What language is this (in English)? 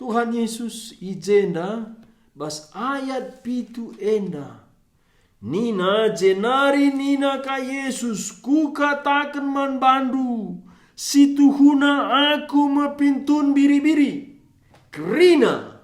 Batak Karo